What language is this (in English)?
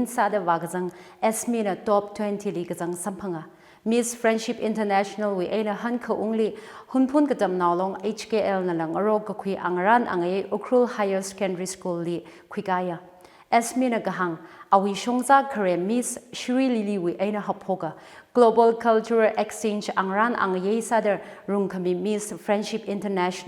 Tangkhul Naga (India)